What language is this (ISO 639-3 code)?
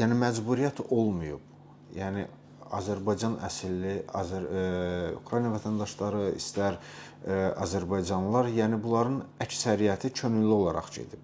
aze